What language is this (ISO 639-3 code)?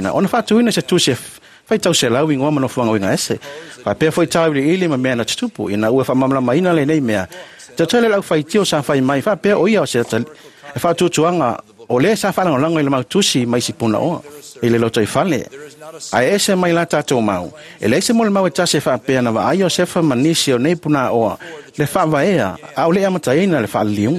smo